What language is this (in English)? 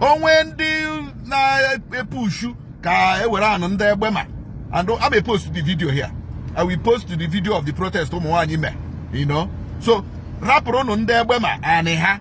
Igbo